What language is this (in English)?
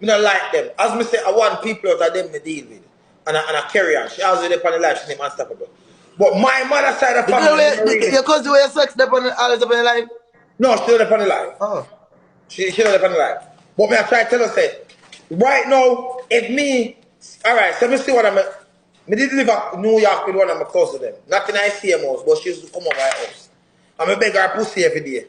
Jamaican Creole English